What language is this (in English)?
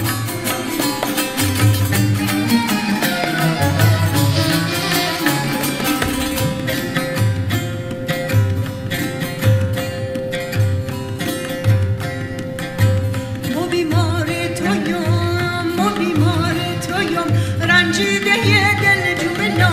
Persian